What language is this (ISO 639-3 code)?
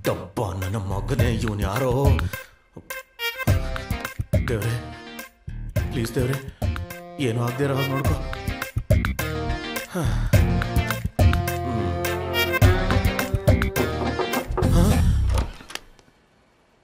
kan